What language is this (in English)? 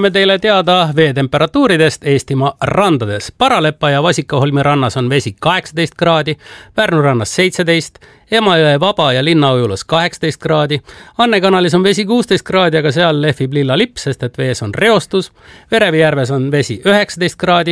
Estonian